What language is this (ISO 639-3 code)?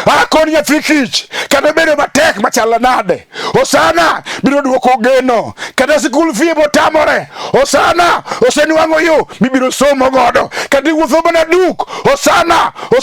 luo